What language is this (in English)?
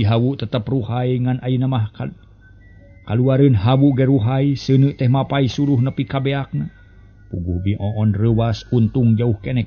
Sundanese